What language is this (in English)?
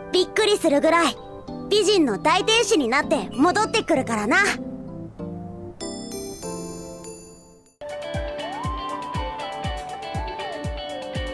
Japanese